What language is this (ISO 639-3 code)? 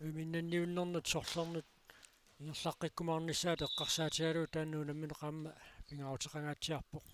kal